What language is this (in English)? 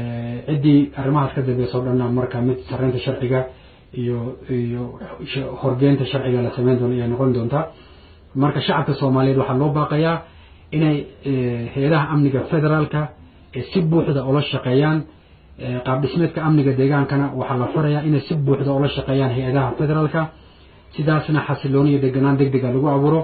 Somali